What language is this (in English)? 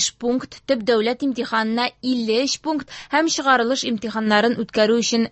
Tatar